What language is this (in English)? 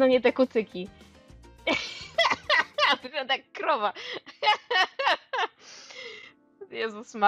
Polish